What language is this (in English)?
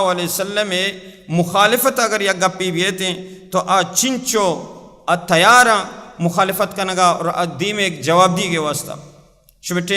Baluchi